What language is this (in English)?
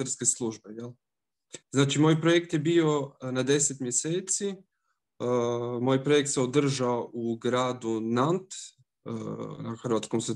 Croatian